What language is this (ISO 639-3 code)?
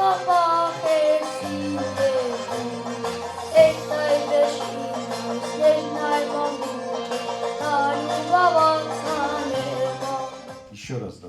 oss